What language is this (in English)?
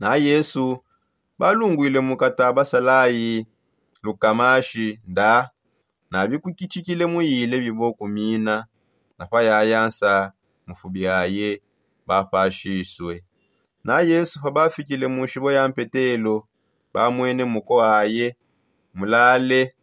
Songe